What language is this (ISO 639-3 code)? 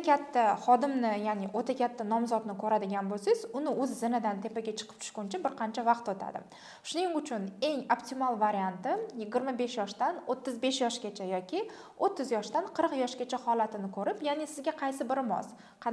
uzb